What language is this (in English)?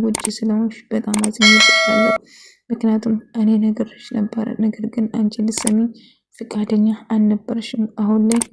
Amharic